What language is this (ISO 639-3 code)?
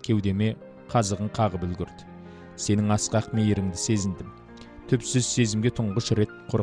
kaz